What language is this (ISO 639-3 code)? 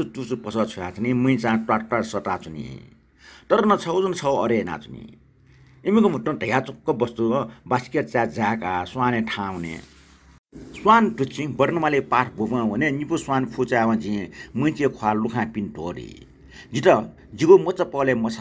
new